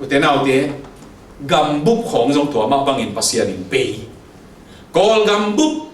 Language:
Tedim Chin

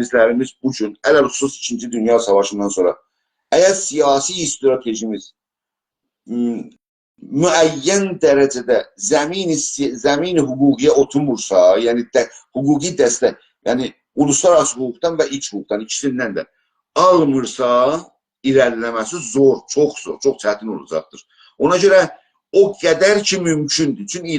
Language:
South Azerbaijani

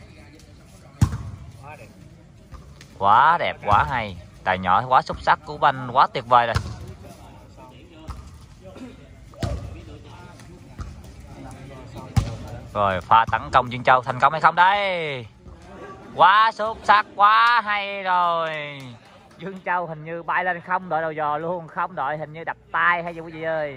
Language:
Vietnamese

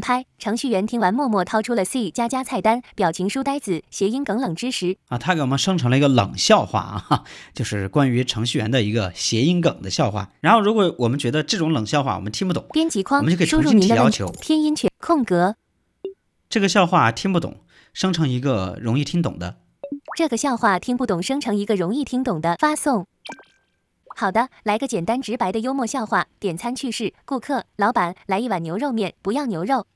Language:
Chinese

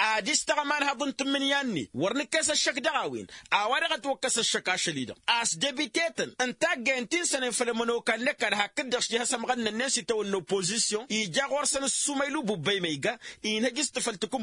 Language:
Tamasheq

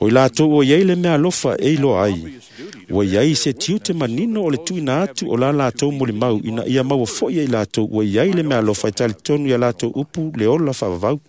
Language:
Samoan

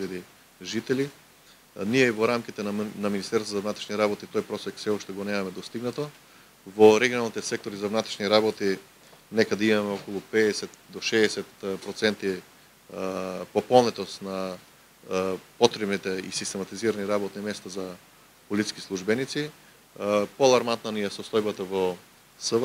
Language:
Macedonian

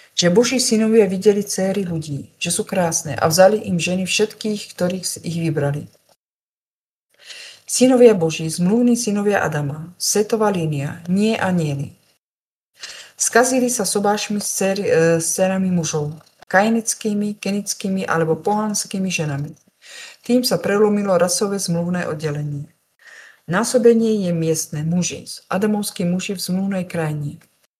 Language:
Slovak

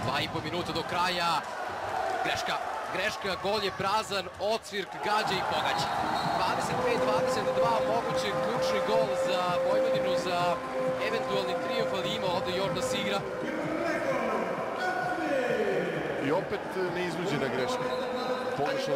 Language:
Serbian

